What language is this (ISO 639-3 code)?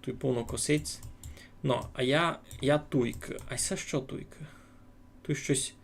rue